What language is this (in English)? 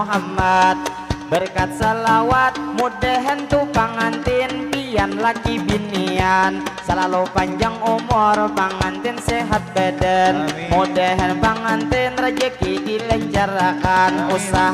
Banjar